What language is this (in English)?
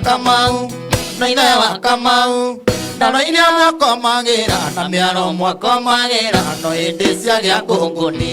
Kikuyu